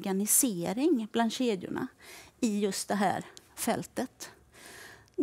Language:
Swedish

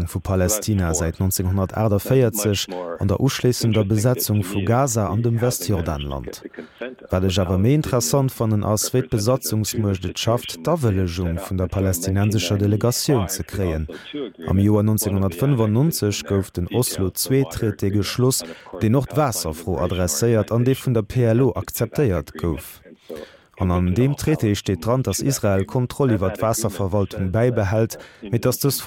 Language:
Luxembourgish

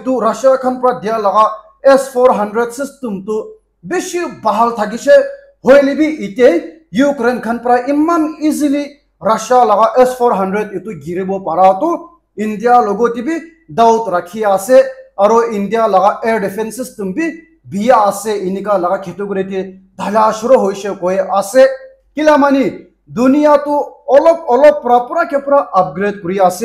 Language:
Naga Pidgin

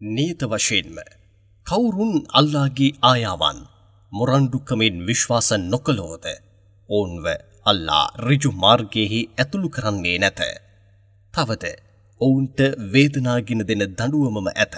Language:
Sinhala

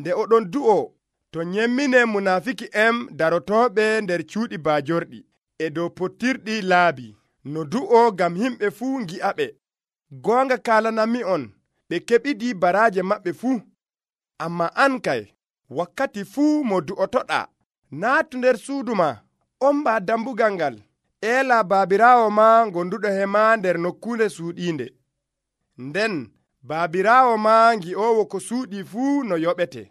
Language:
Nigerian Fulfulde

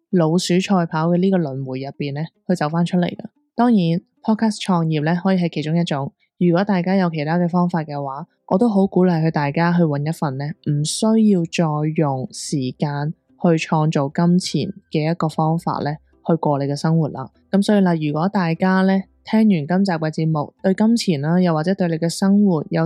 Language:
Cantonese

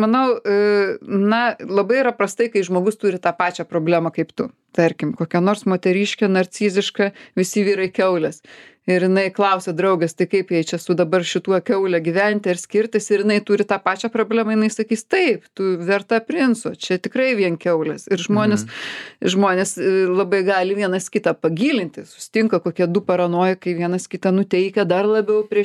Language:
Lithuanian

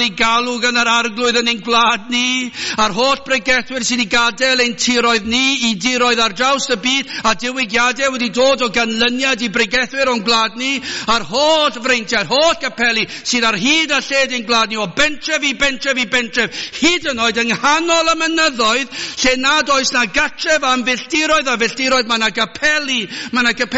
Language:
Welsh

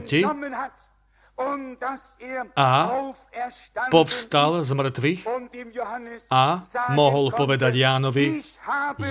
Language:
Slovak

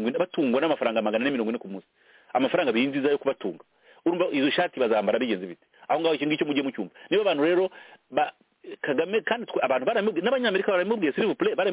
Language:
Kinyarwanda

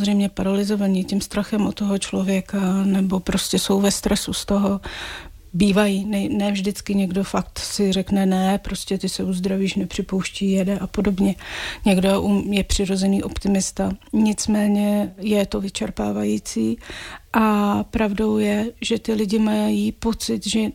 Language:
Czech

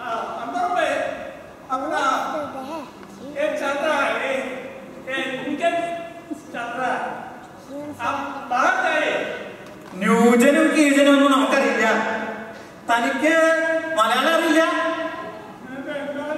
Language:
Malayalam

